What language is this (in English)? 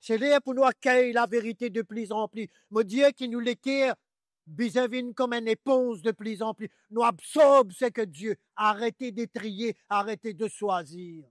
Morisyen